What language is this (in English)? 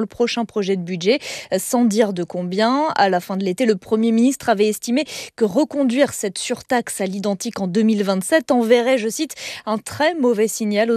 French